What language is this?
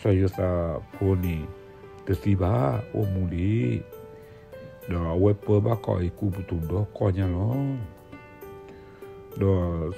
S'gaw Karen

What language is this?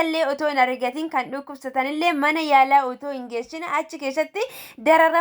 Oromo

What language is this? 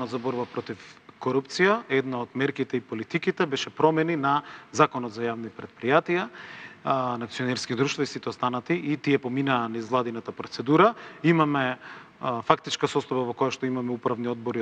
Macedonian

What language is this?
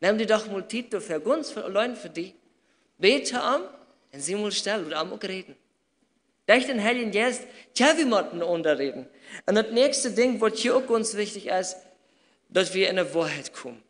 Plautdietsch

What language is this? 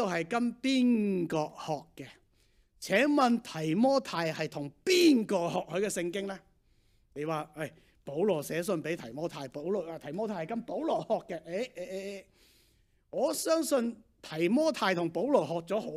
Cantonese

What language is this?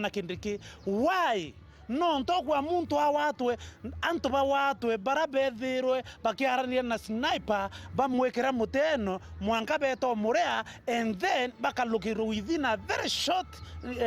Meru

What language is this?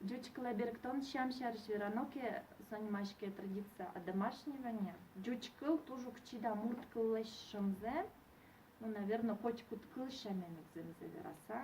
Udmurt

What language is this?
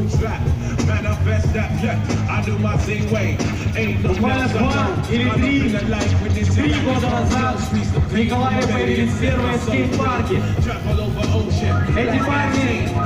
Russian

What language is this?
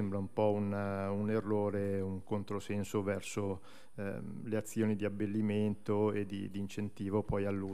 Italian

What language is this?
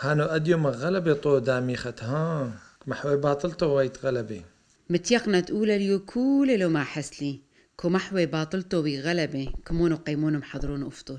Turoyo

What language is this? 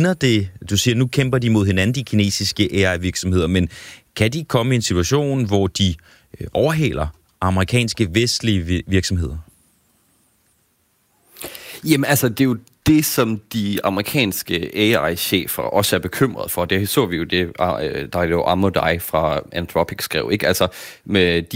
Danish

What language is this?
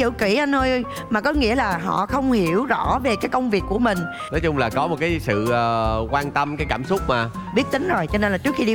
Vietnamese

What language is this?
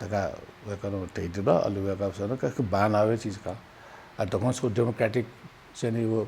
Newari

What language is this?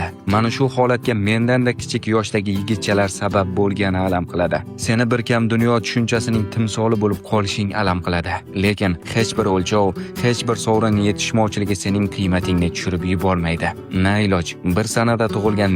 Uzbek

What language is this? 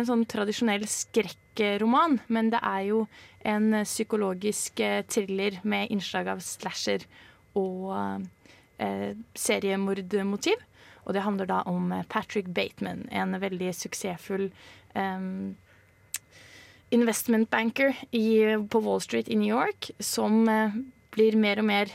Norwegian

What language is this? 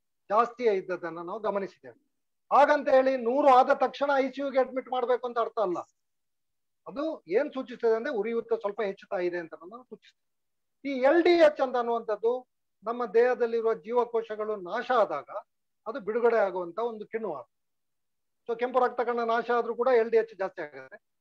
Kannada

